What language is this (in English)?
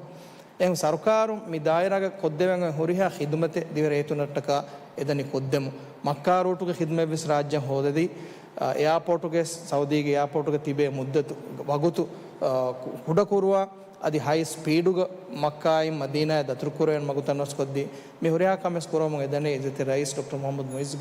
Divehi